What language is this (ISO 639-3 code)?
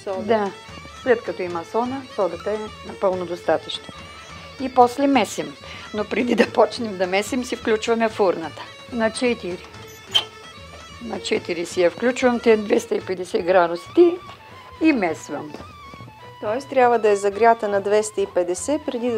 bul